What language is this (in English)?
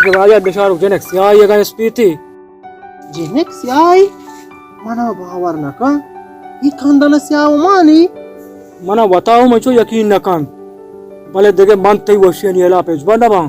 Baluchi